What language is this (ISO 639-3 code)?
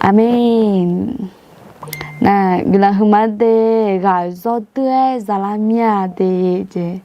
ahk